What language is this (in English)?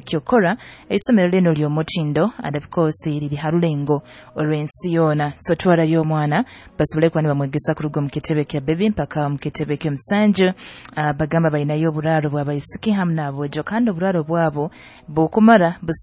Nyoro